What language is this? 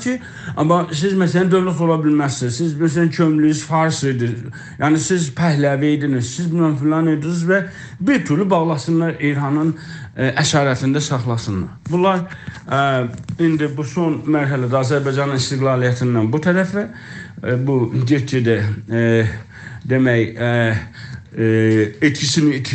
South Azerbaijani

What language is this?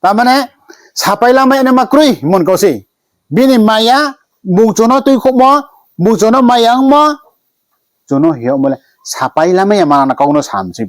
Riang (India)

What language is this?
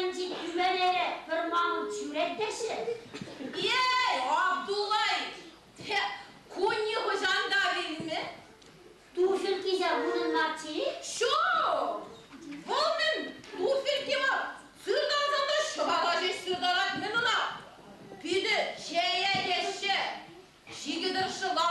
Chuvash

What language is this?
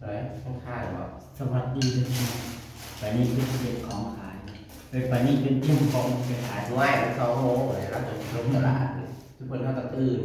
Northeastern Thai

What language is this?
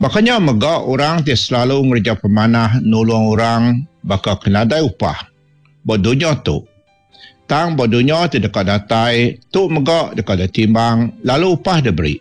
Iban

